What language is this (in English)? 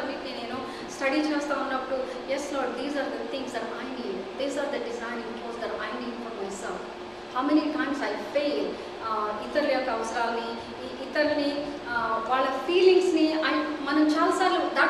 Telugu